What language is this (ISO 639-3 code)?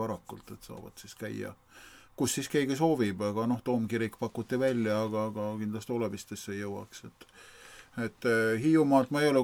est